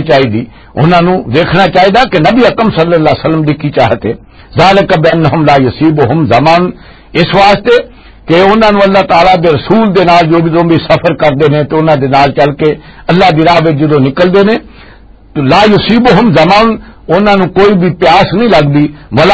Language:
Western Panjabi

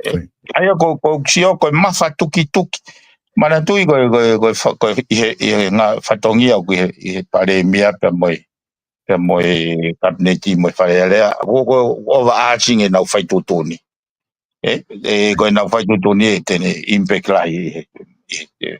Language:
Tongan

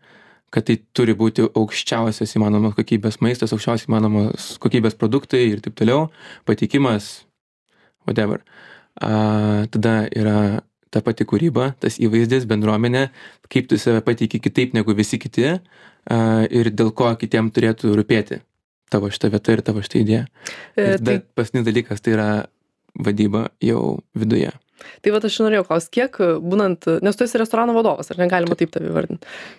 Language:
Lithuanian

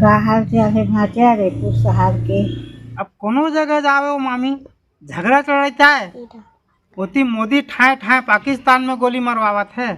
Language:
Chhattisgarhi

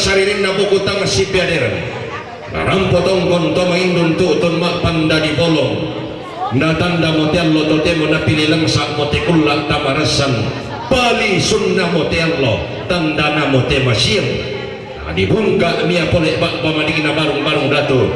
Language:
Toraja-Sa'dan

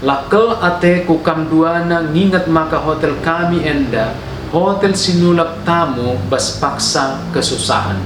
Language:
Batak Karo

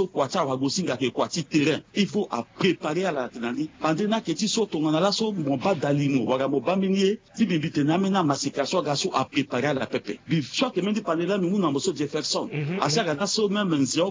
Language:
Sango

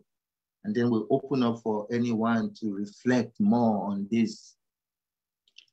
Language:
English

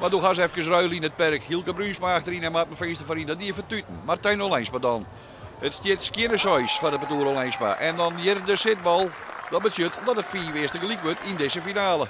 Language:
Western Frisian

